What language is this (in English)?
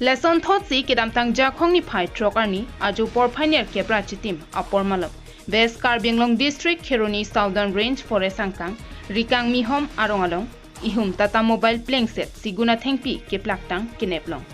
Karbi